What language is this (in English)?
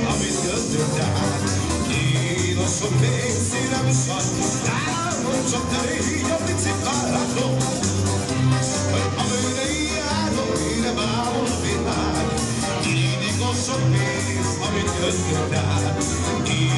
Hungarian